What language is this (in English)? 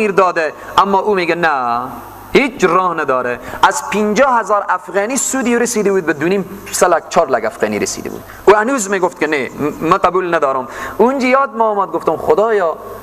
Persian